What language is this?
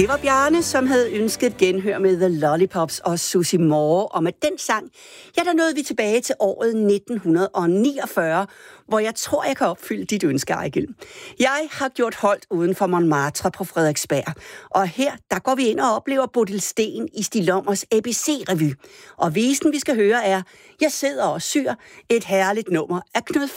Danish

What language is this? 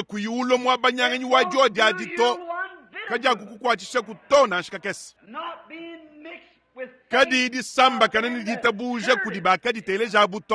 Luba-Lulua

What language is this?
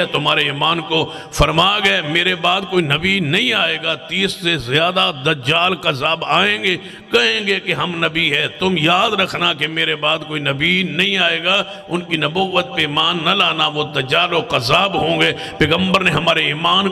Urdu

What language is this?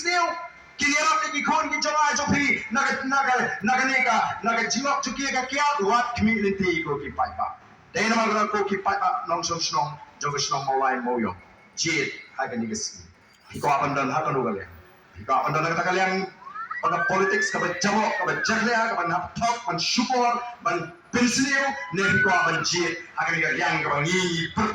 Khasi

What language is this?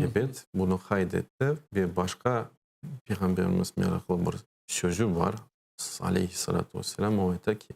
Crimean Tatar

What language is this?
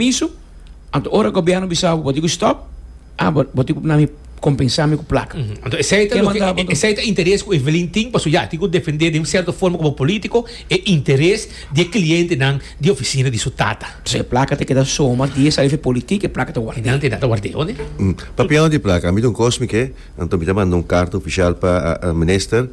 Papiamento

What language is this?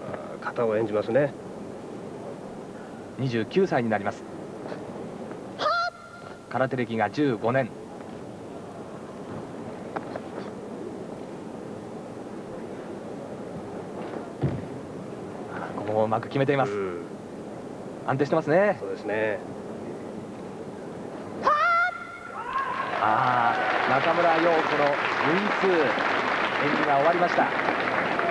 Japanese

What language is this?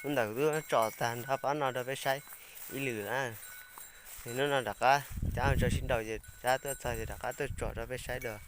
Hmong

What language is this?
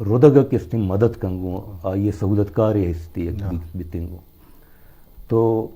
Eastern Balochi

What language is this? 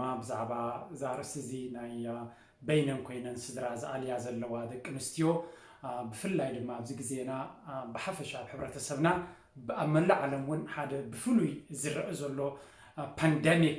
Tigrinya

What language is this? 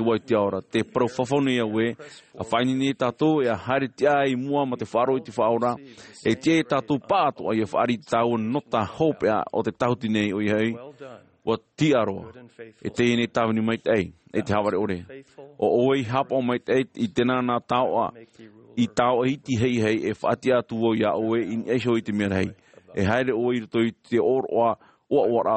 Tahitian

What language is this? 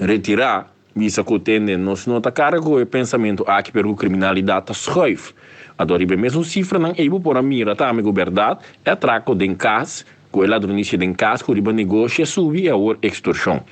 Papiamento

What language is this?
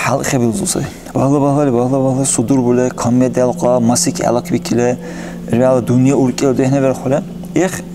Dargwa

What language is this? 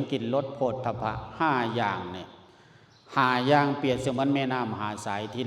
Lao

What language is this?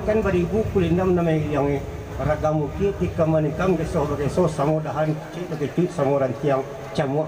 Minangkabau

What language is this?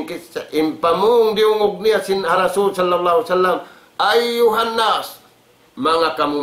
Tausug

